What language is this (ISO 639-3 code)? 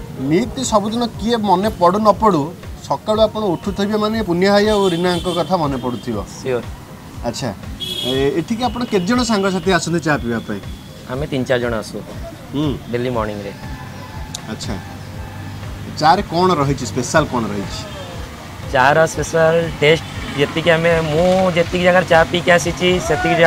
ori